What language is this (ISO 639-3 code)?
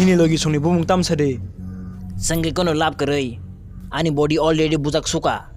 trp